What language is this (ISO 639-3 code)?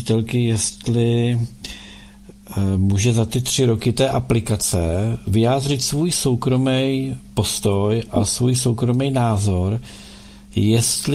ces